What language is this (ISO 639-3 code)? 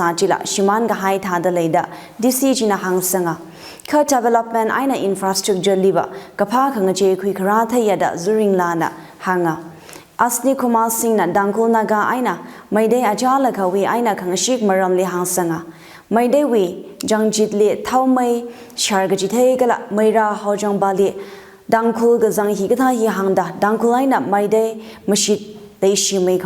nmf